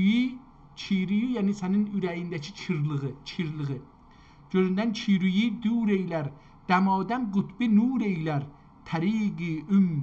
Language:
South Azerbaijani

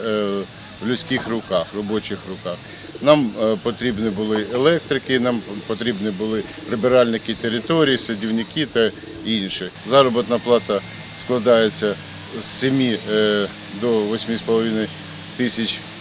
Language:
Ukrainian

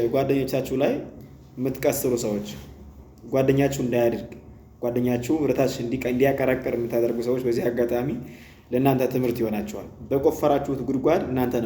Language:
Amharic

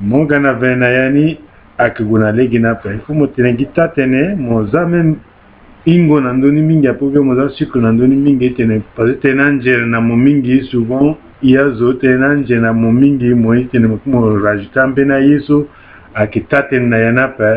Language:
Sango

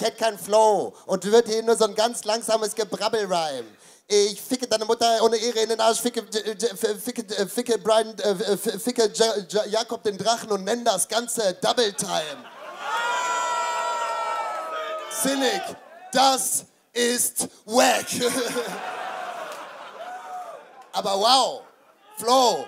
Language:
German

